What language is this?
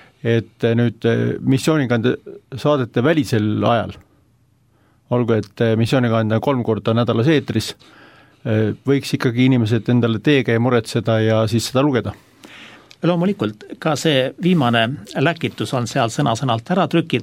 Estonian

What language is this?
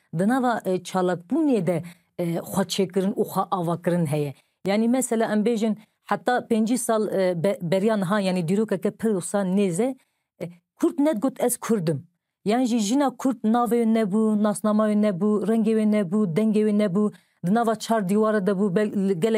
Kurdish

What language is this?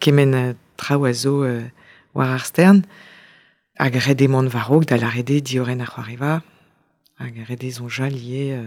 Breton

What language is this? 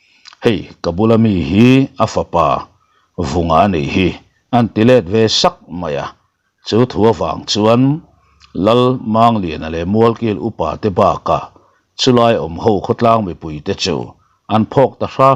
Mizo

